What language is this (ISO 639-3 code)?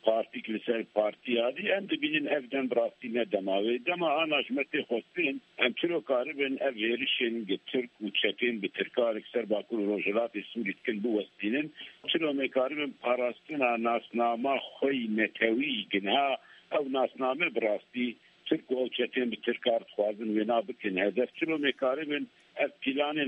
kur